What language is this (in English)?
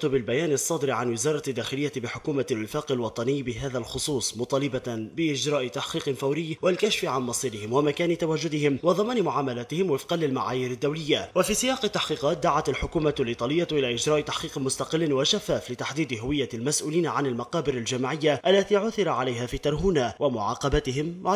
Arabic